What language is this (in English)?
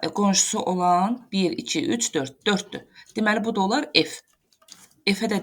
Azerbaijani